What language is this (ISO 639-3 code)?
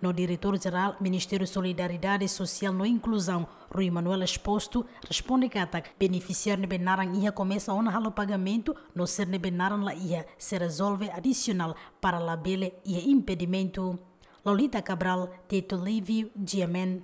tet